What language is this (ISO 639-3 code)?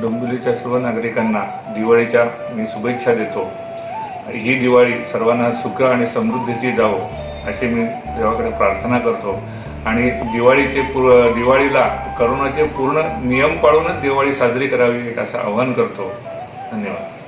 mar